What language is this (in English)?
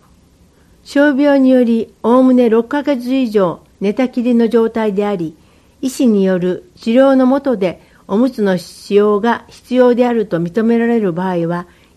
Japanese